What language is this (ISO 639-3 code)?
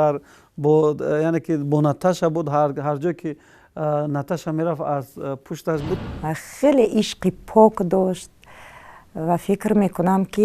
tgk